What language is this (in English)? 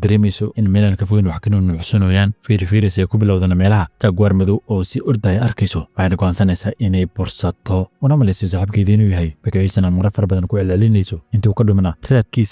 Somali